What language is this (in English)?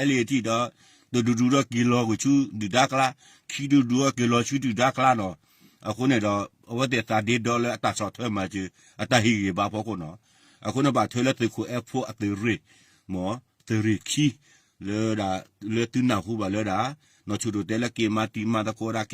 S'gaw Karen